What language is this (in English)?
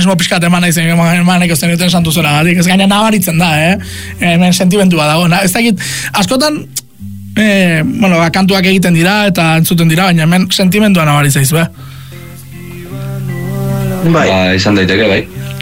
Basque